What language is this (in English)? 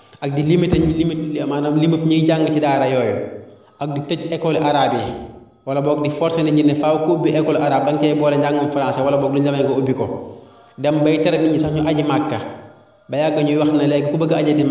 Wolof